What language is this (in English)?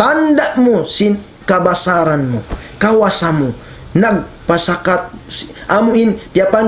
Tausug